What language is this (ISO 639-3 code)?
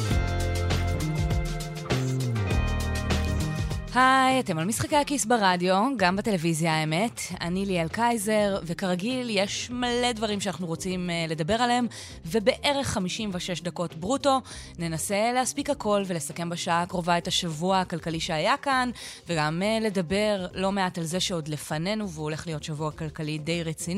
heb